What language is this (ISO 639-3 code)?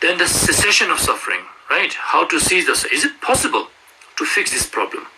lbj